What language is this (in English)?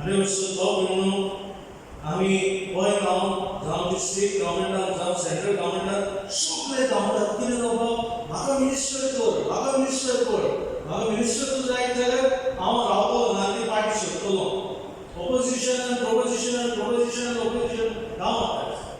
Konkani